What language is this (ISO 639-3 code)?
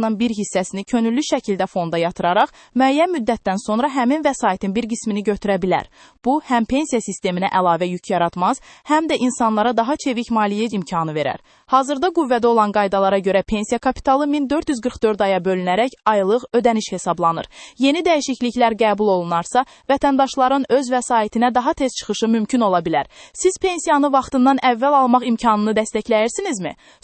aze